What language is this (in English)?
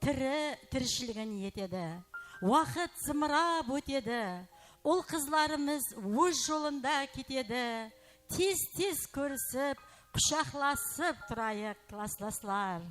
Kara-Kalpak